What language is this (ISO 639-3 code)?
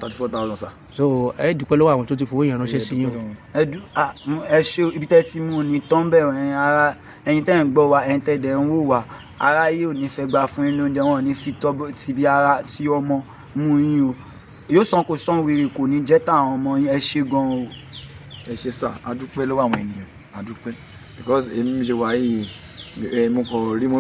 yor